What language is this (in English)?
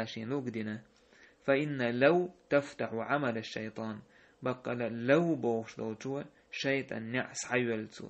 Chechen